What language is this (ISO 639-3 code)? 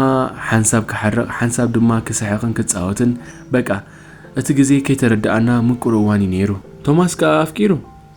tir